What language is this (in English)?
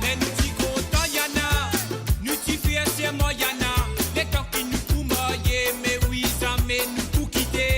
Morisyen